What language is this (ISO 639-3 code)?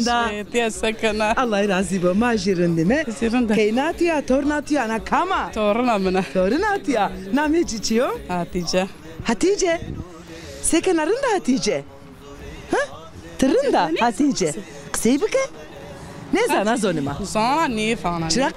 zza